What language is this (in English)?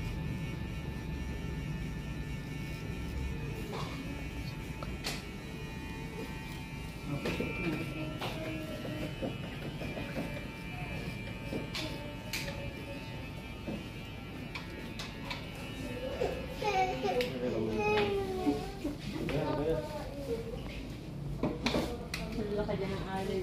Filipino